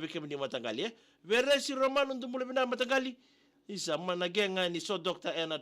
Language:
Fijian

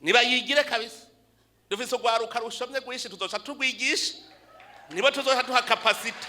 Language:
Rundi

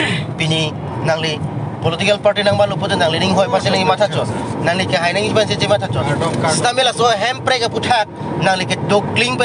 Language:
Karbi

